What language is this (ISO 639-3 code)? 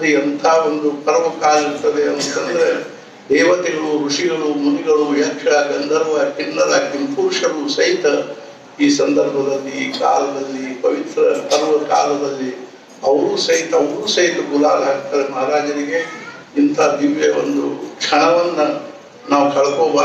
kan